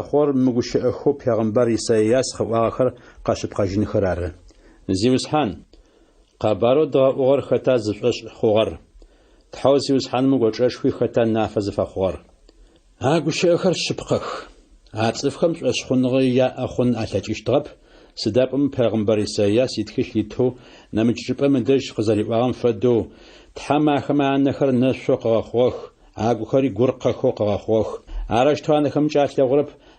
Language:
Adyghe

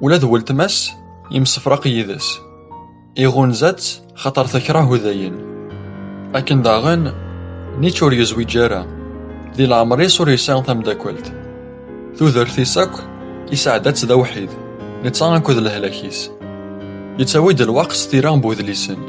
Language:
Kabyle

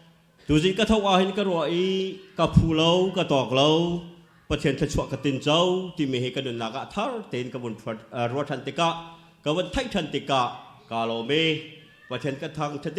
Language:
Hakha Chin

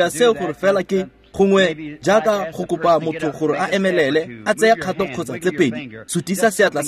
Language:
Tswana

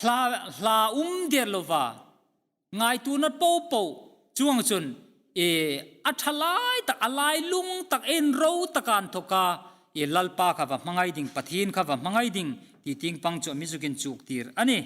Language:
Hmar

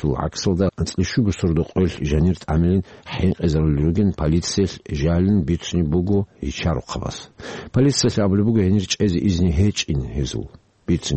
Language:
Avaric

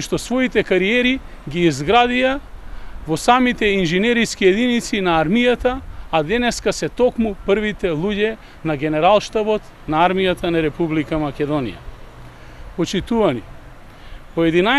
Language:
Macedonian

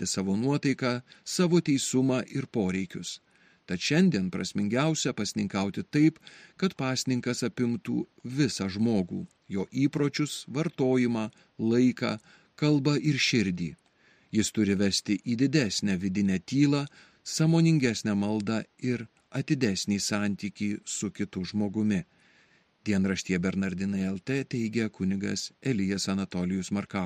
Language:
Lithuanian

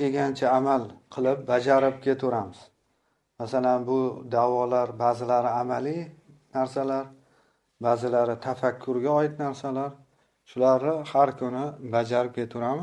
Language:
Uzbek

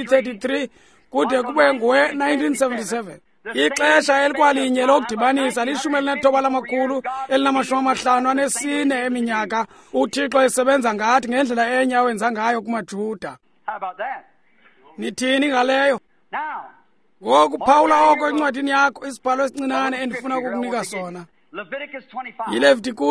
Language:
Xhosa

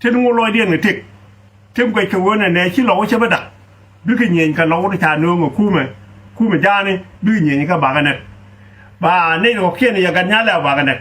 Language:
Nuer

